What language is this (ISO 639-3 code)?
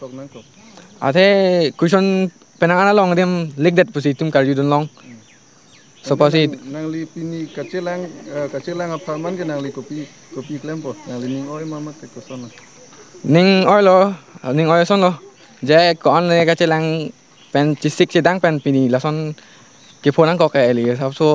mjw